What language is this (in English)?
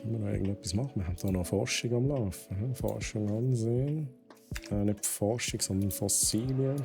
Swiss German